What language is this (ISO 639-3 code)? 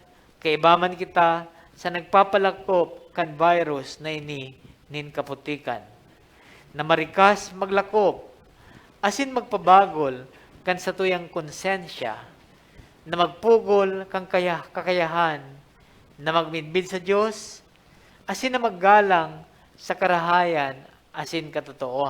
bik